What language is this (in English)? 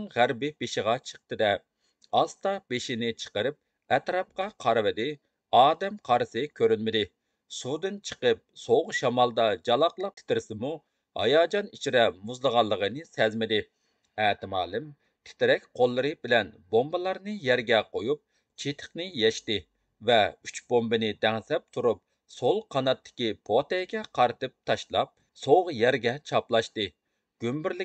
Uyghur